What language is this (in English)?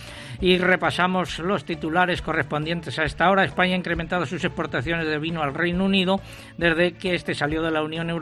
Spanish